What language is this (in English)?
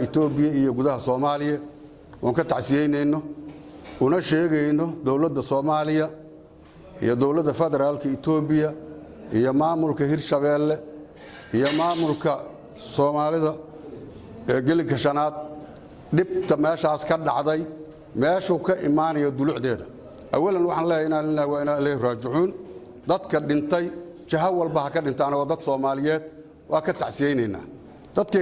Somali